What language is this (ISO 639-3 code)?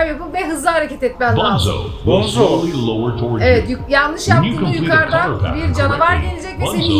tur